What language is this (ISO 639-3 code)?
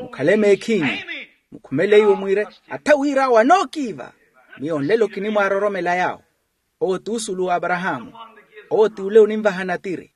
vmw